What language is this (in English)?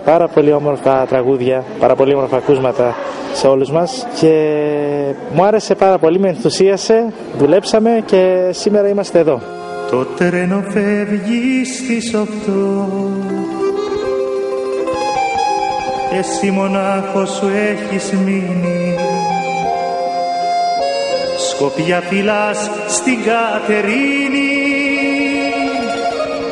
Greek